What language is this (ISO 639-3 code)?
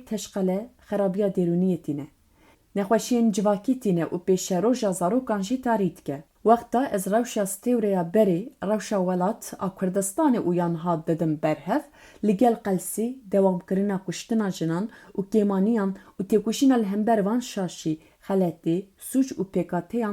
kur